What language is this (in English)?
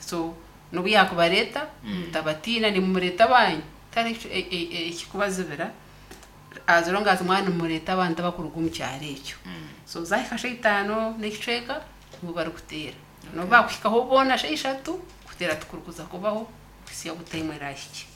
Nyankole